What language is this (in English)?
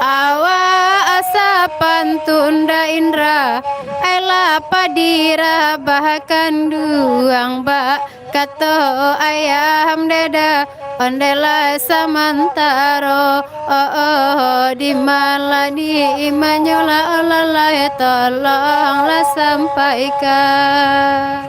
Minangkabau